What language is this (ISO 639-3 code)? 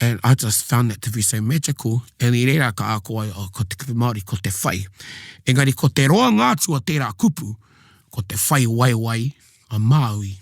mri